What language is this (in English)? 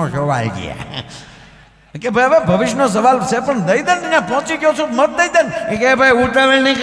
Gujarati